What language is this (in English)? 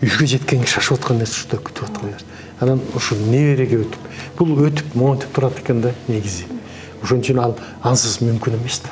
Kyrgyz